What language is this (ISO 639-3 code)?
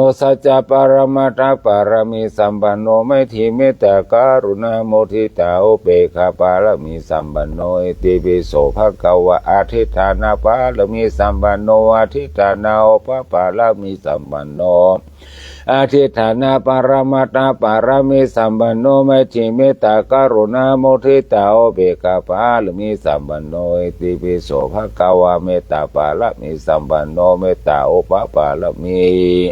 pli